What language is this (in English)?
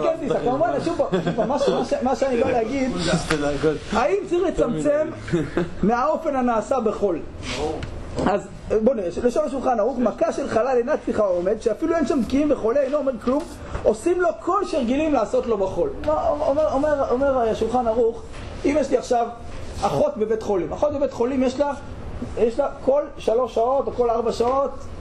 Hebrew